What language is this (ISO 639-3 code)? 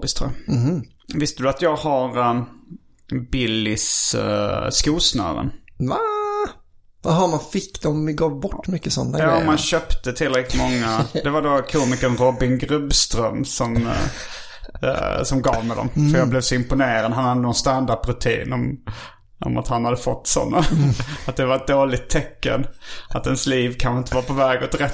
swe